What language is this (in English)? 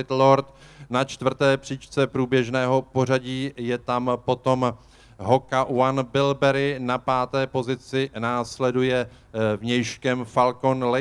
Czech